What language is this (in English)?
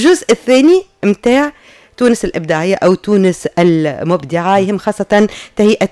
Tunisian Arabic